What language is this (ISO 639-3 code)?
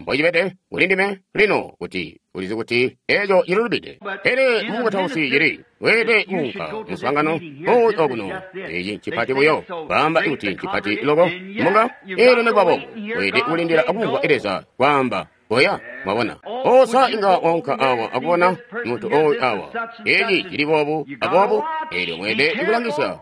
toi